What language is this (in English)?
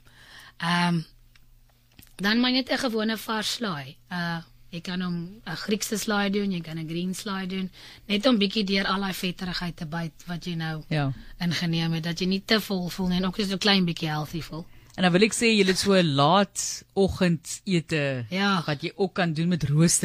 Afrikaans